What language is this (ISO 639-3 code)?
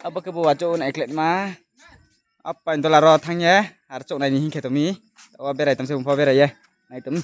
ria